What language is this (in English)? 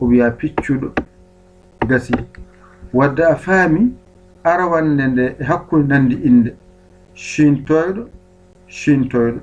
Fula